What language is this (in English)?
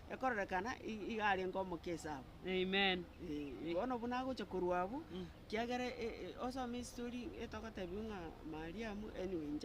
Gusii